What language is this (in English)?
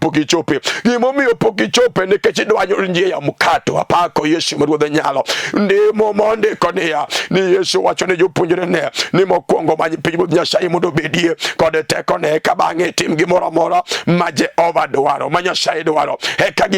Luo (Kenya and Tanzania)